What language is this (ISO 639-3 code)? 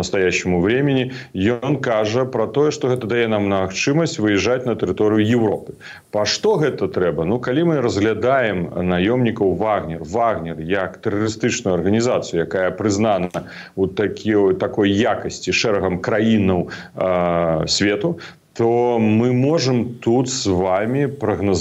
bel